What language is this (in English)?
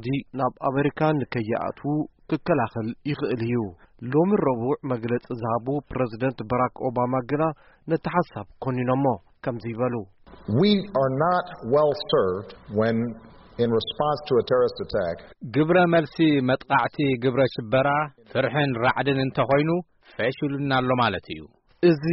Tigrinya